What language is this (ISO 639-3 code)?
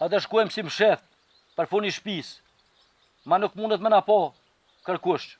sqi